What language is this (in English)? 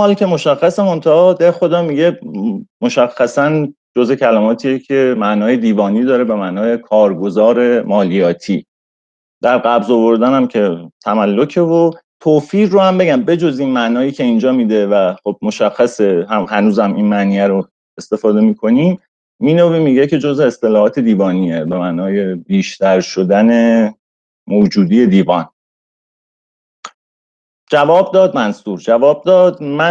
Persian